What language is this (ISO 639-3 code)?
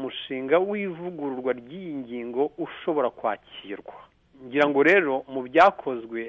kin